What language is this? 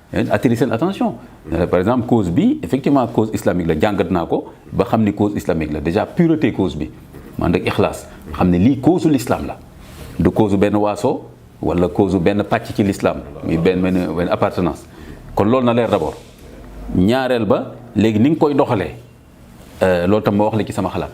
Wolof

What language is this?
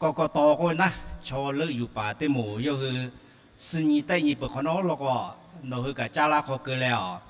Lahu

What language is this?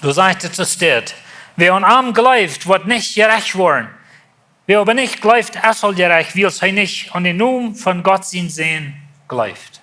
Plautdietsch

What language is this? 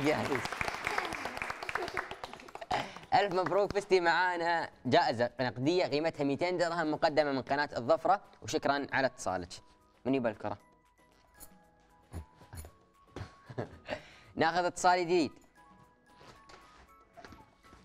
Gulf Arabic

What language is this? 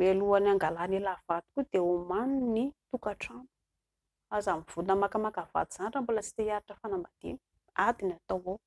Malagasy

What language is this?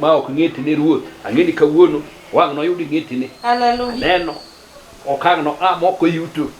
Luo (Kenya and Tanzania)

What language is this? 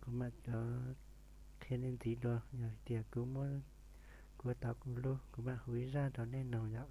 Hmong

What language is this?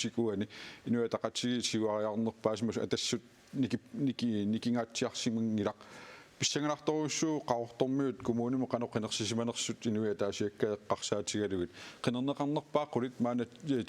Kalaallisut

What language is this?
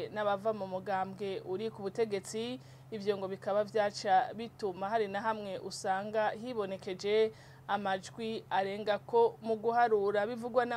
Rundi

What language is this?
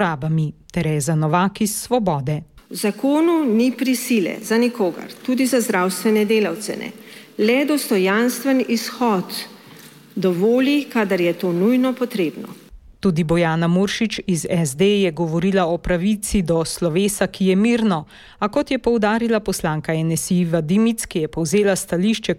Slovenian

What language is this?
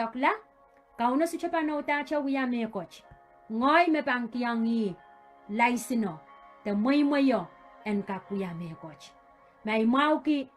Pohnpeian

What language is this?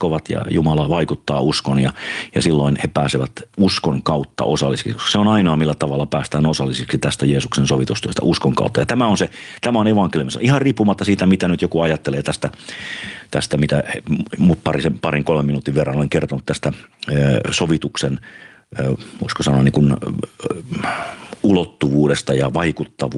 Finnish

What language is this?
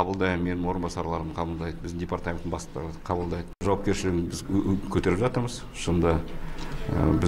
Kazakh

